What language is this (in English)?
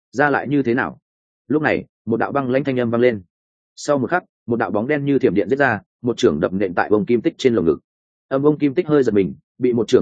Vietnamese